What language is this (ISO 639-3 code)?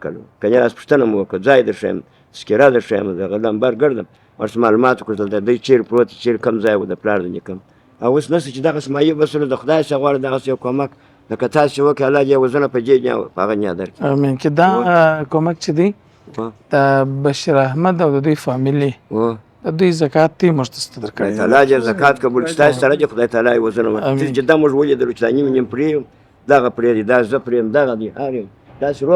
pus